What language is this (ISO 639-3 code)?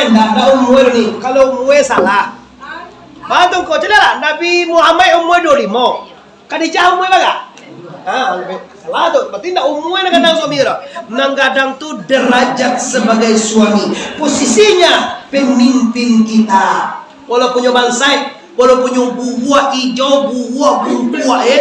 min